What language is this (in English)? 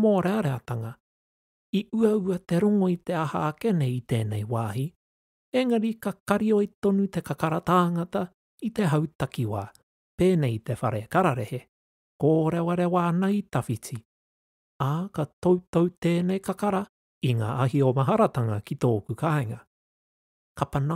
Māori